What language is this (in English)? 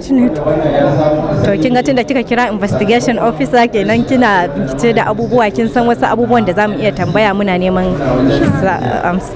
Hausa